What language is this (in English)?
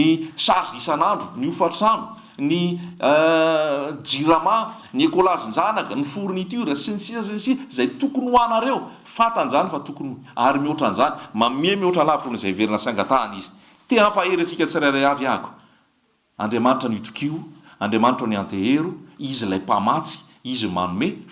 Malagasy